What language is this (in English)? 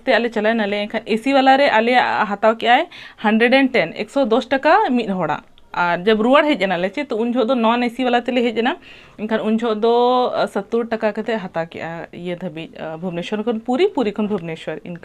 Santali